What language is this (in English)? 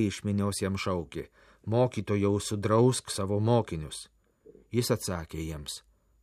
Lithuanian